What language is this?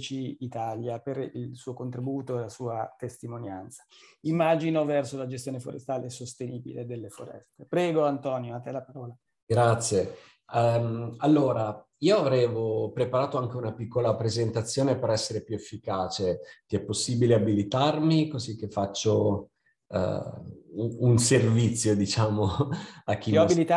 Italian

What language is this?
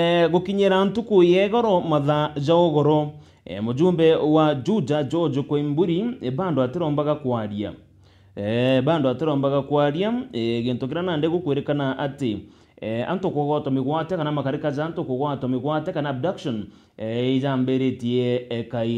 Meru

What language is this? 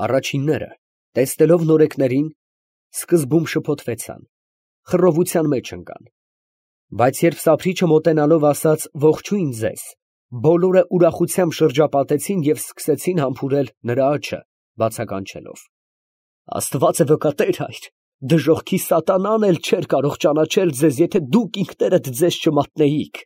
Armenian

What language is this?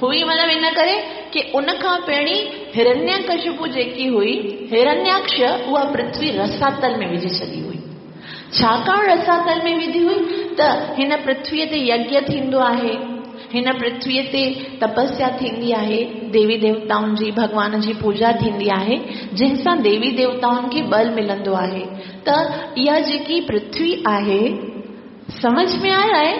Sindhi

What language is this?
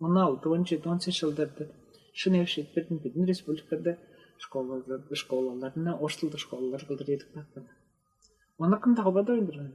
Tuvinian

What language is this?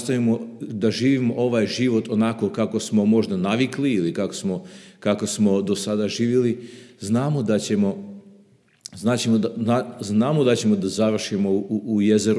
Serbian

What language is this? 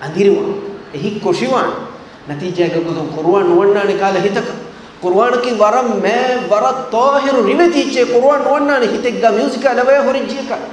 Divehi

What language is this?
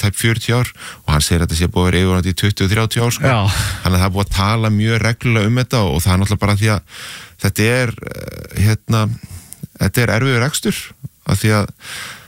Icelandic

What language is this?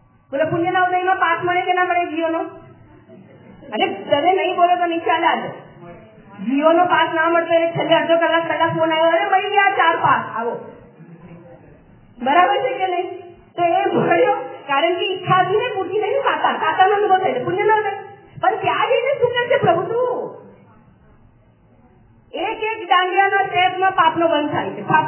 Gujarati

